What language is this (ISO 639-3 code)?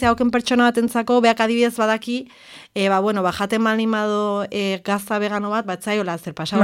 eus